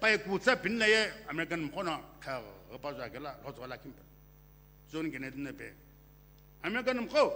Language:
Sumi Naga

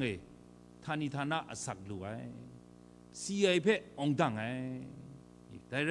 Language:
Kachin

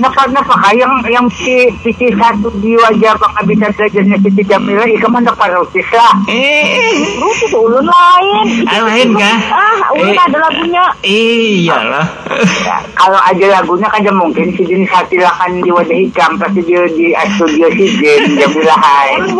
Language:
Banjar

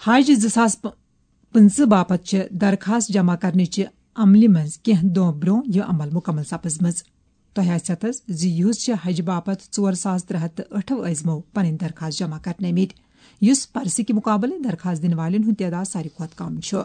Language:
Kashmiri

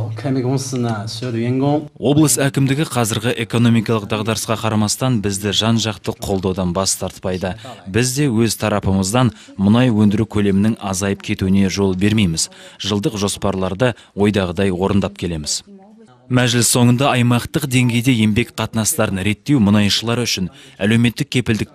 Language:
Kazakh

